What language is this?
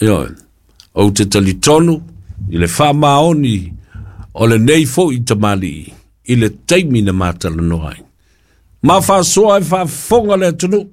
Samoan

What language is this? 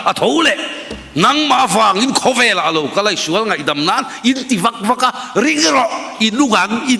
Mizo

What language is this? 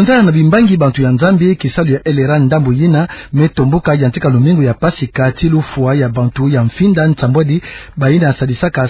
Kituba (Democratic Republic of Congo)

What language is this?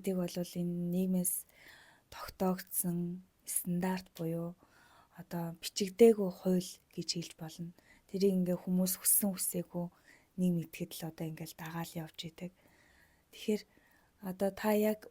Mongolian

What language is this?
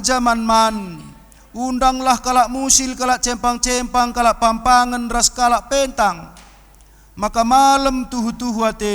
Batak Karo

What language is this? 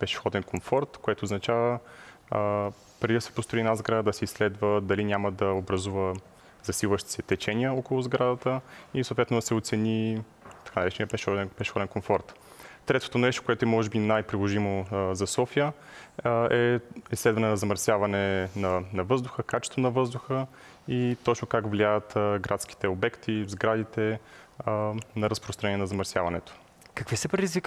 Bulgarian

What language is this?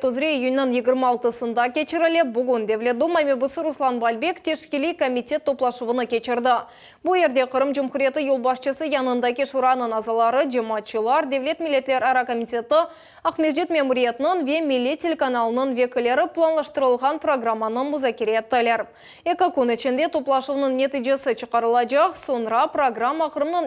Crimean Tatar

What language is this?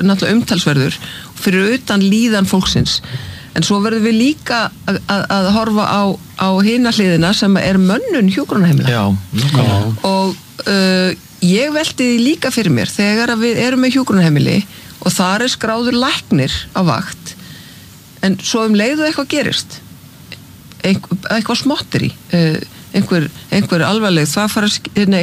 Icelandic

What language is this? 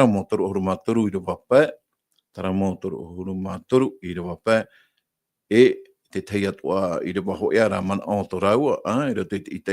Tahitian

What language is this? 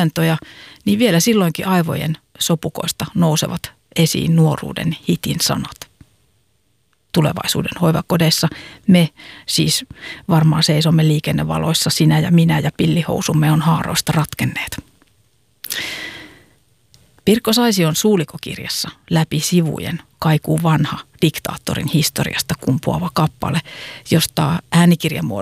Finnish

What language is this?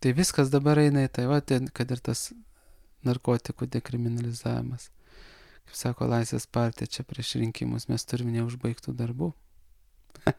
Lithuanian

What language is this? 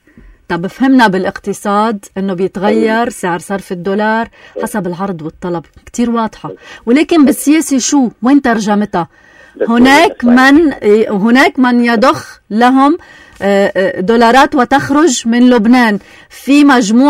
North Levantine Arabic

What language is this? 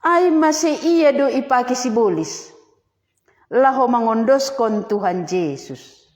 Batak Simalungun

